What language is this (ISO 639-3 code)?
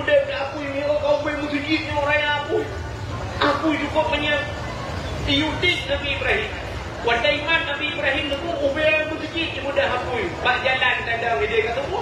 ace